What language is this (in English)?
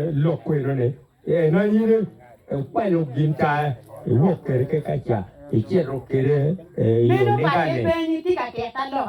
Acoli